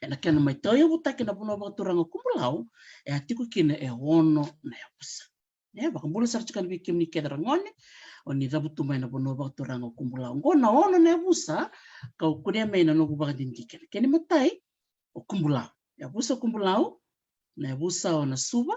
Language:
Fijian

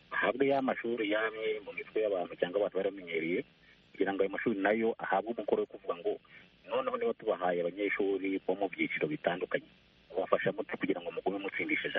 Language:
Kinyarwanda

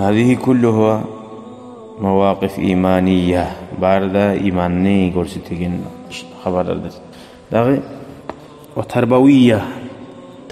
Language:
Kumyk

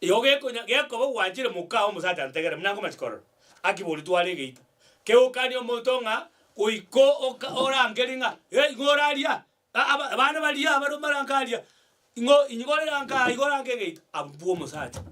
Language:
Gusii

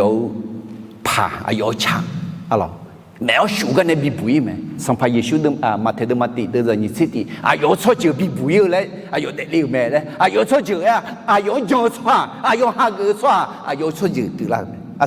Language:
Akha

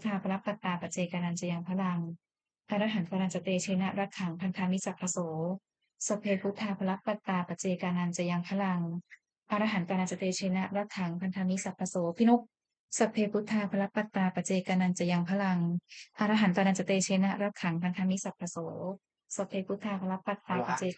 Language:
Pali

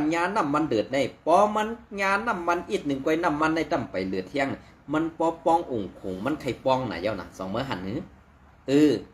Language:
Shan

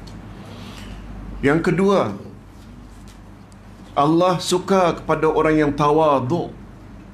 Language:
Malay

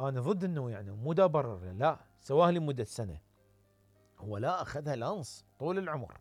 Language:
Mesopotamian Arabic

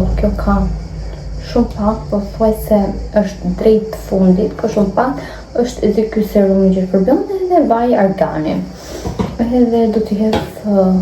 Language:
Albanian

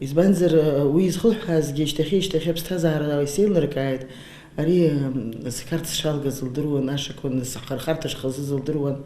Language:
Abkhazian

